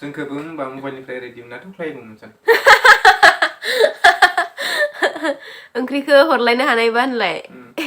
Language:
Bodo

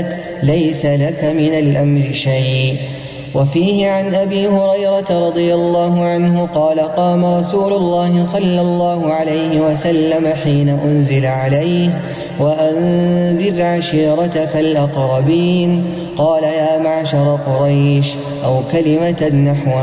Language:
Arabic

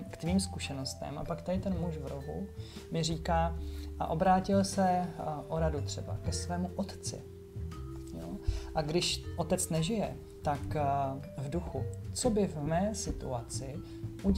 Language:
Czech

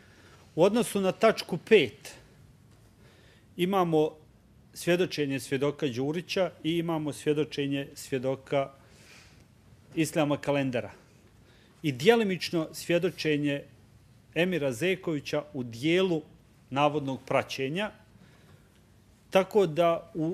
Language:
Bosnian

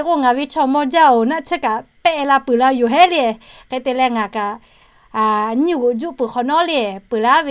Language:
Lahu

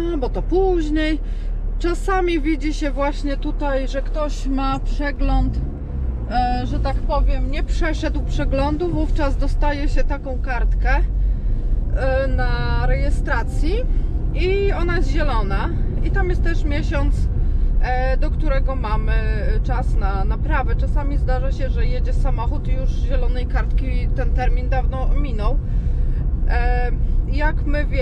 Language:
Polish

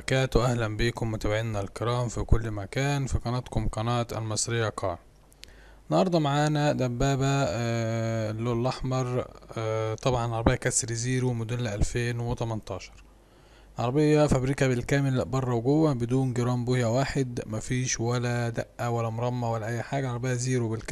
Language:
Egyptian Arabic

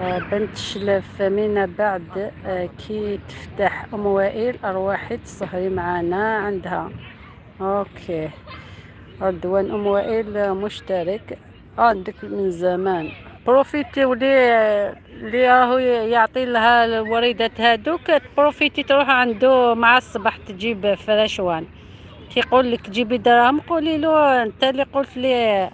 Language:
Algerian Arabic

